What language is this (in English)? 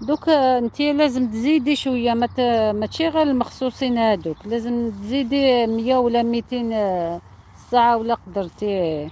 Algerian Arabic